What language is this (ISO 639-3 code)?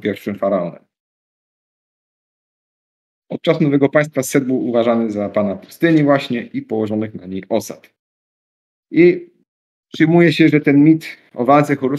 pol